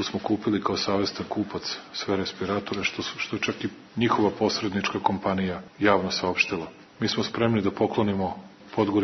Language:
Serbian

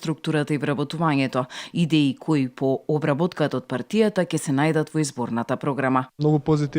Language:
Macedonian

